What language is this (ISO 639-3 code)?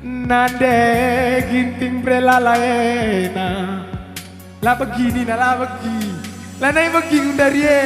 btx